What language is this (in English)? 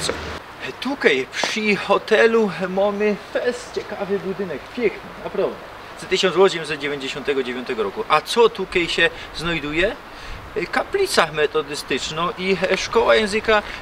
Silesian